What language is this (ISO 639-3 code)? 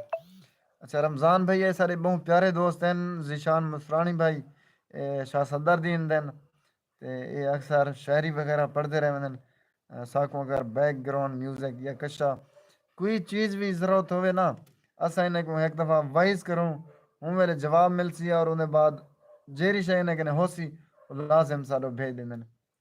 skr